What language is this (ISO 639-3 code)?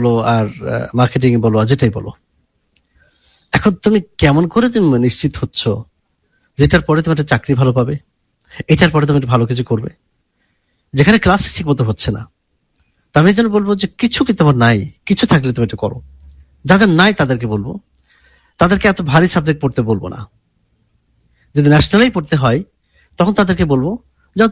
ben